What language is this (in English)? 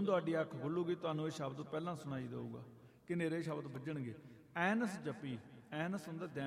Punjabi